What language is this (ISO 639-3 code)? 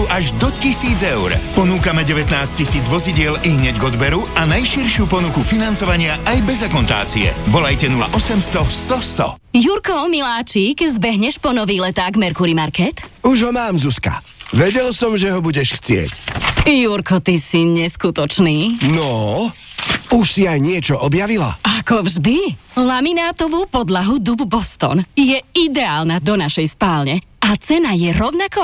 slk